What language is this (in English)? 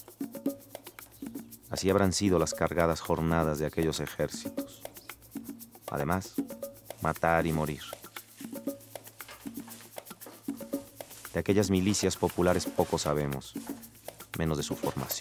Spanish